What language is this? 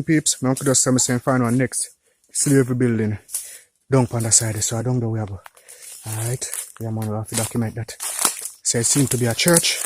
Jamaican Creole English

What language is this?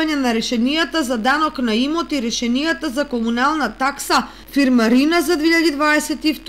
Macedonian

